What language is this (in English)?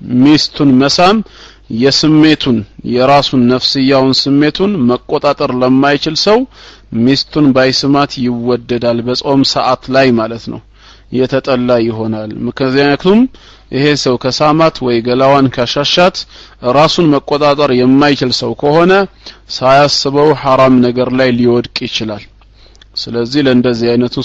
Amharic